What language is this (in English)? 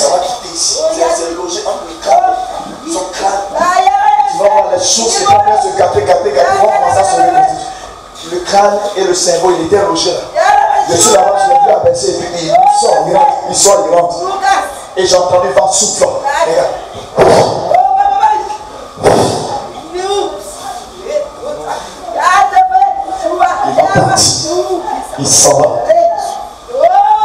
French